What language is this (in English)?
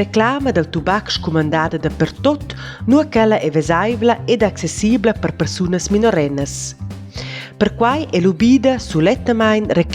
Romansh